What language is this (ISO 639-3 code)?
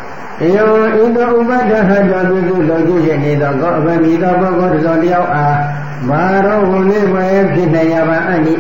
mya